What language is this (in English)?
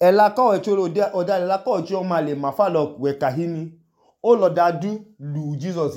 Idoma